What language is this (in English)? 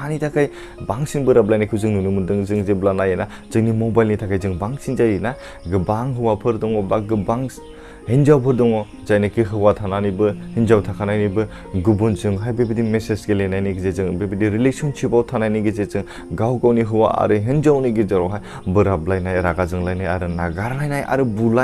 Bodo